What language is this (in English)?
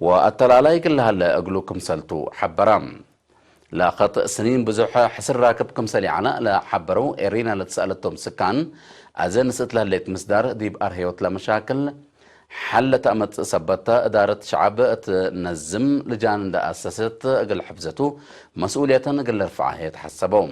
Tigre